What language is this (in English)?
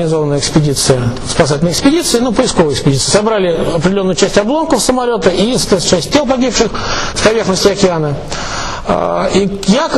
Russian